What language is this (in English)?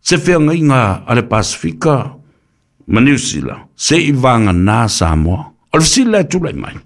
Samoan